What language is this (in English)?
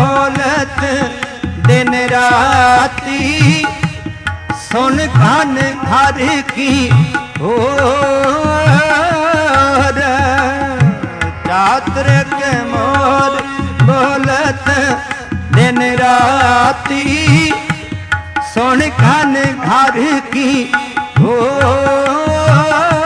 Punjabi